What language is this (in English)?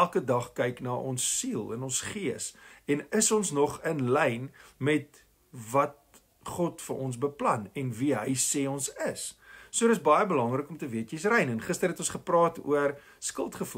Afrikaans